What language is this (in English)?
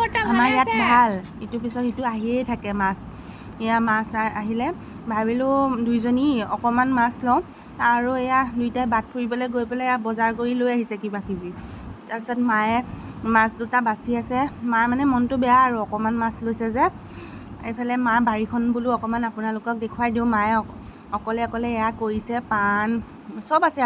Assamese